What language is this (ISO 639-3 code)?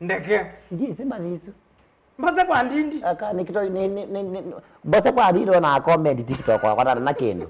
kam